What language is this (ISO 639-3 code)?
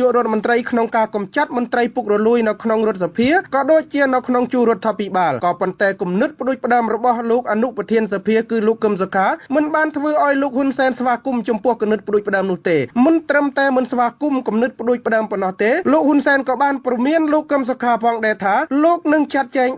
khm